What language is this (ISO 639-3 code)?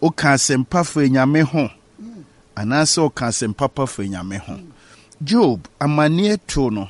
aka